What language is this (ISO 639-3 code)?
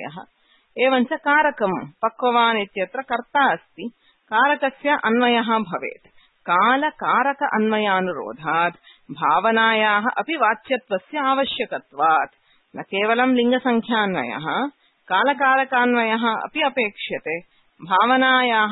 san